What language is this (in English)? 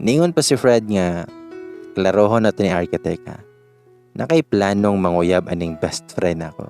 Cebuano